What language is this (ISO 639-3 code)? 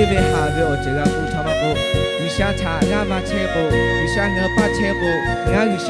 lhu